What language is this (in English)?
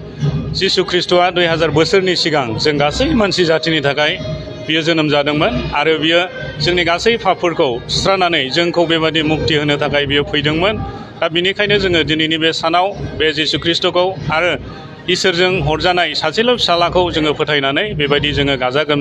Bodo